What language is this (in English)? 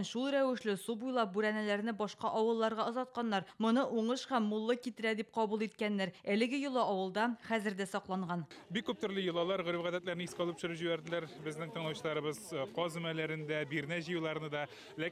Tatar